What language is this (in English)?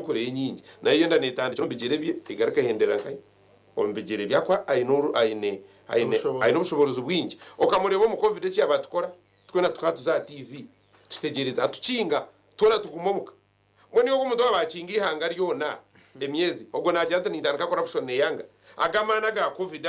Nyankole